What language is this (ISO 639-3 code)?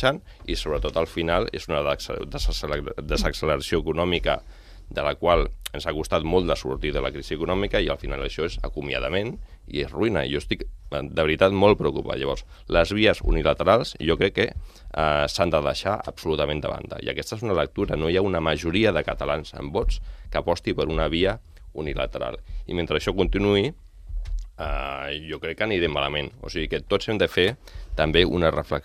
cat